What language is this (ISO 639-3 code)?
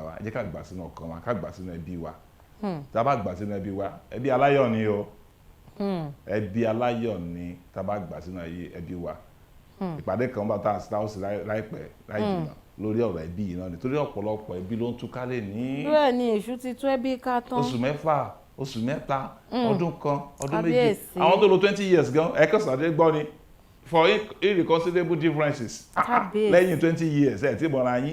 yor